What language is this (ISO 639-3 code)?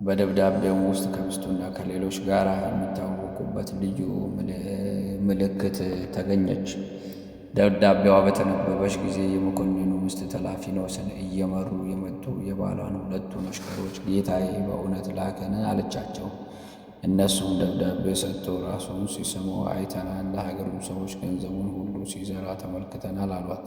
amh